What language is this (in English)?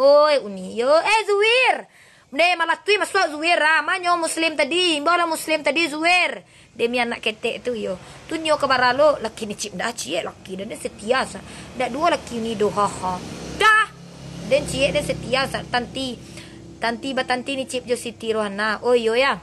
Minangkabau